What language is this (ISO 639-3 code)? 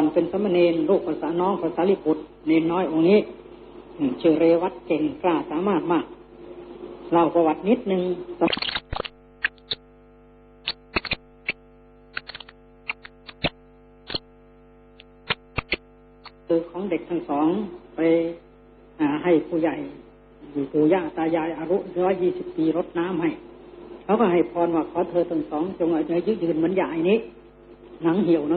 tha